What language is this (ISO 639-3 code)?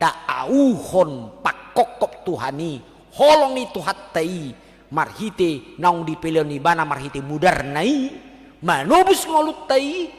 bbc